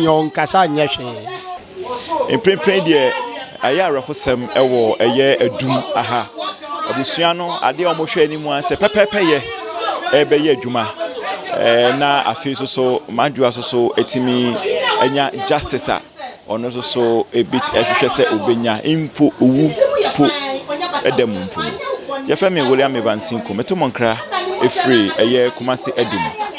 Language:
Akan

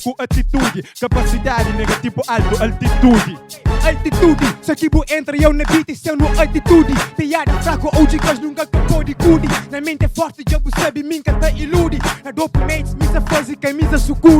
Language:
Kabuverdianu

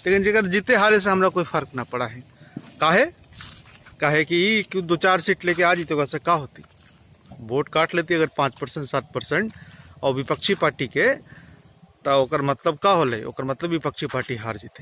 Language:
Magahi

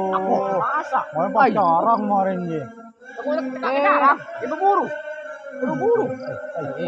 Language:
Madurese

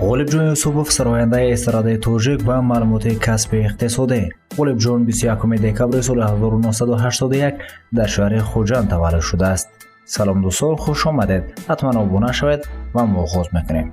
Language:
Tajik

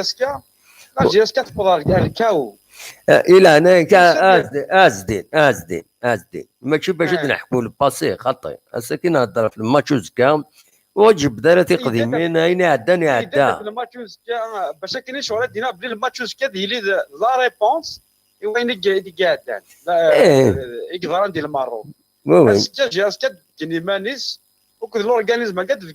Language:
Kabyle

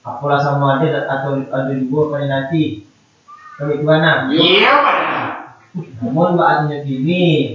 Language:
Minangkabau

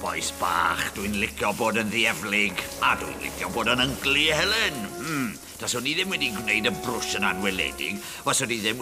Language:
Welsh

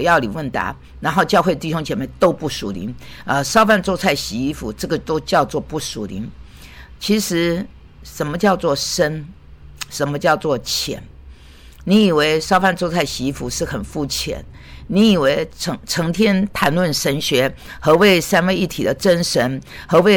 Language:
Chinese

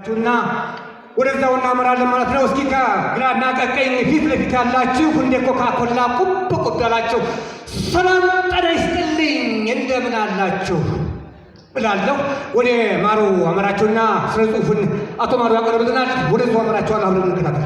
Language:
Amharic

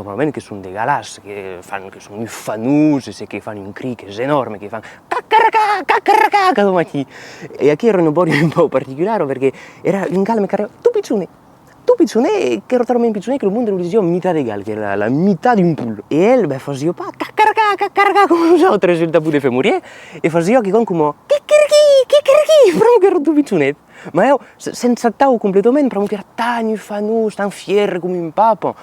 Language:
Occitan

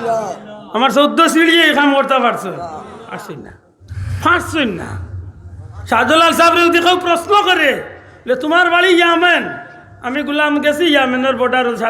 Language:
Sylheti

